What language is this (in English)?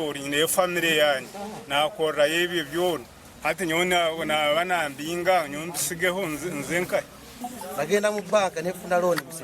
Nyankole